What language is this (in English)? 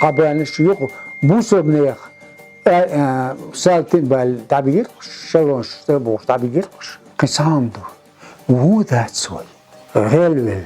Chechen